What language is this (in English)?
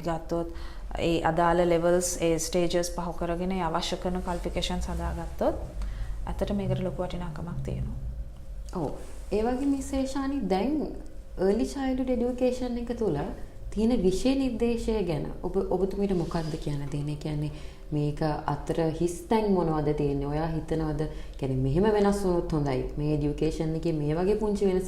Sinhala